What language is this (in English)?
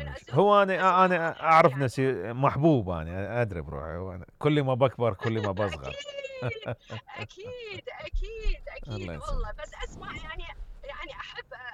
Mesopotamian Arabic